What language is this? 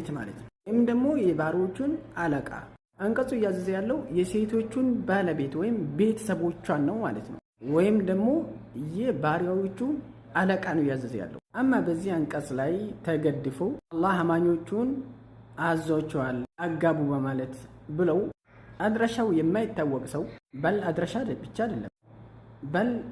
Amharic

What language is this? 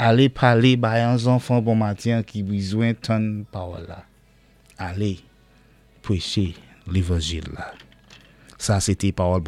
Saint Lucian Creole French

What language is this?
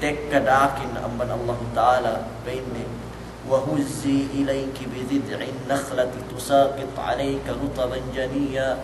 Yakan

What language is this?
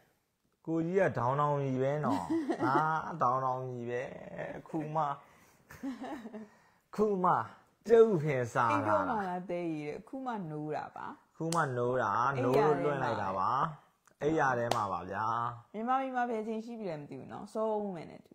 Burmese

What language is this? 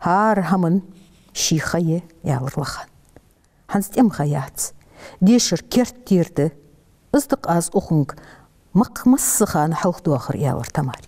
Ingush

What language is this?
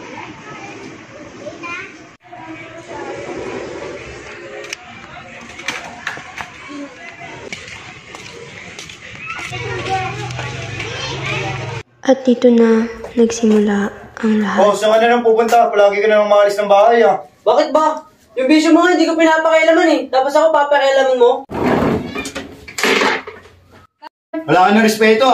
Filipino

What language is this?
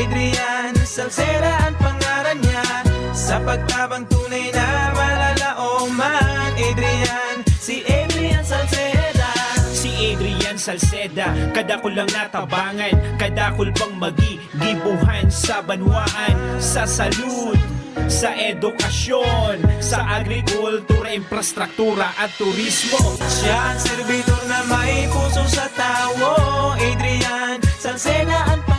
Bikol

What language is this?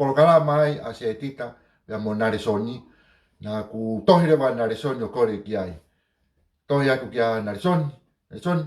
Tongan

